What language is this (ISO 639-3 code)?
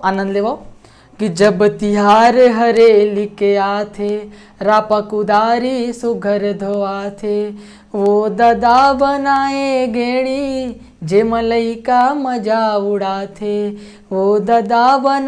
hne